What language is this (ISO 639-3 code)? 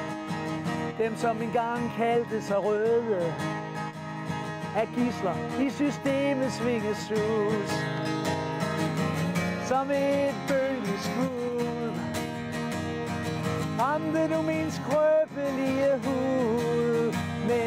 dan